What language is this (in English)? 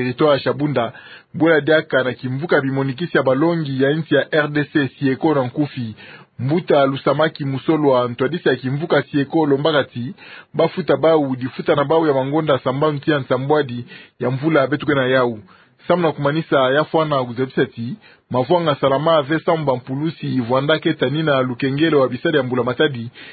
Kituba (Democratic Republic of Congo)